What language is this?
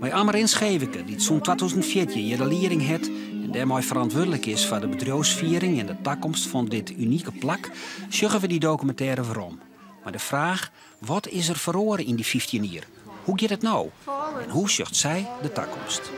Western Frisian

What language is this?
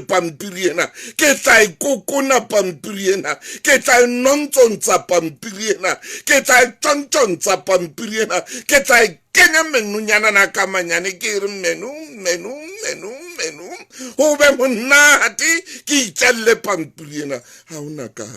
Southern Sotho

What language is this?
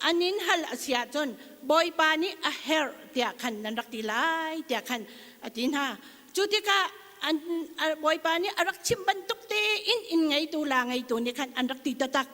Hakha Chin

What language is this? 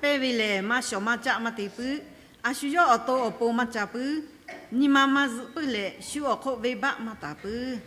Lahu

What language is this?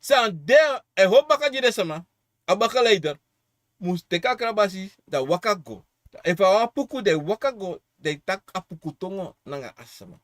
Sranan Tongo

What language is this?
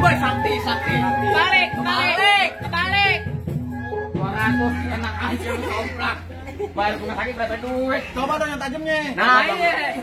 Betawi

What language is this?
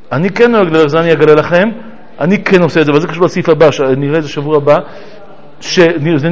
Hebrew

